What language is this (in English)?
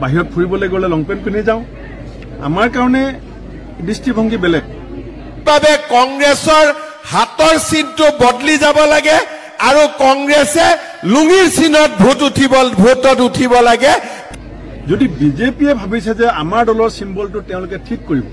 Assamese